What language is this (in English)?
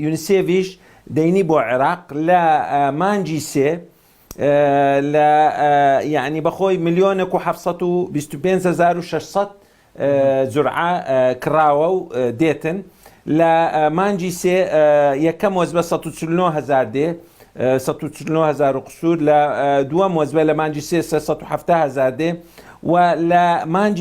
Central Kurdish